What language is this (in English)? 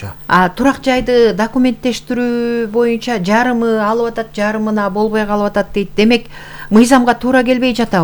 Kyrgyz